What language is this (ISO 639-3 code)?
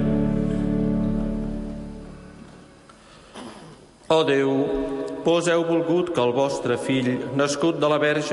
cat